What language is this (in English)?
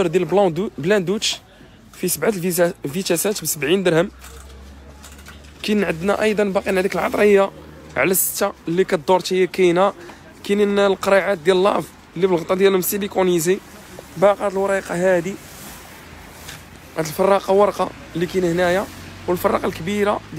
Moroccan Arabic